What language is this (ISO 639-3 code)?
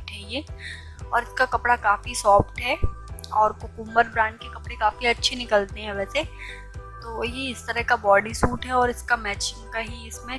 hin